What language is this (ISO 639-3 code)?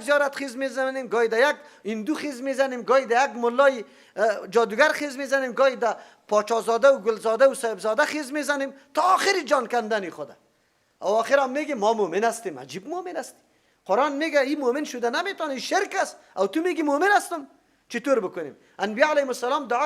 fas